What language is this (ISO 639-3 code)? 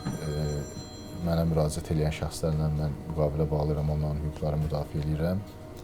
aze